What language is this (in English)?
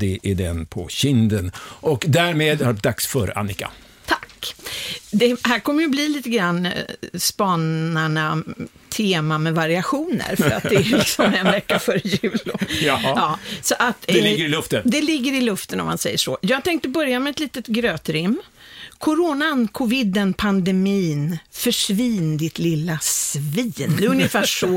Swedish